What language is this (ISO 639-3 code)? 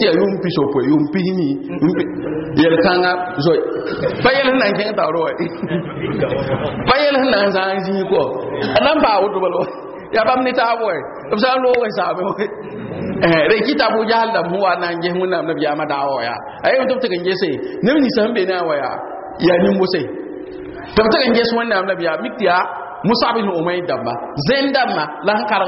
mos